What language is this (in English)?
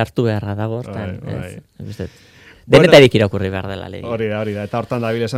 Basque